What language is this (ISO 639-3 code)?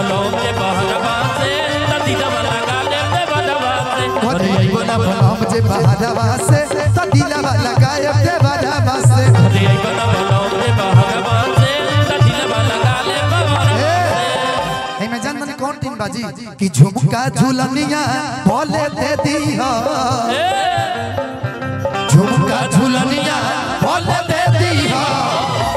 bho